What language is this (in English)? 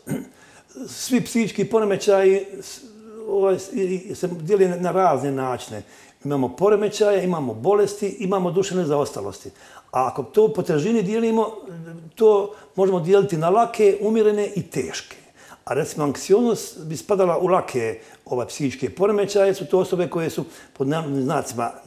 Croatian